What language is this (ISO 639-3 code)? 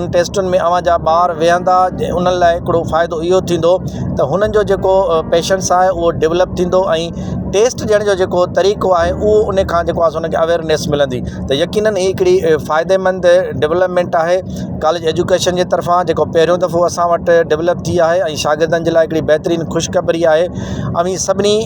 snd